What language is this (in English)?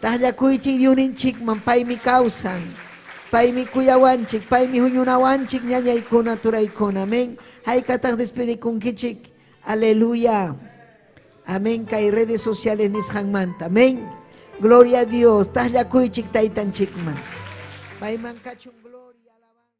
Ayacucho Quechua